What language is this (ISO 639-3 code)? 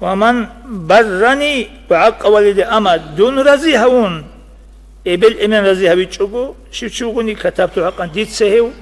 ava